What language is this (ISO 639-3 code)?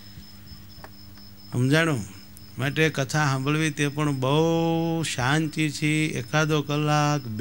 guj